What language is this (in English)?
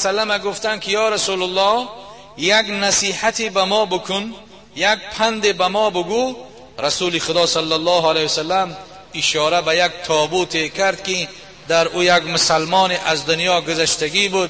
Tajik